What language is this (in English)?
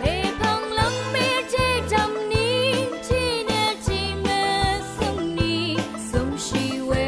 Rawang